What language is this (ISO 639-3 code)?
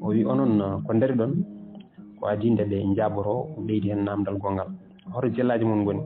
ful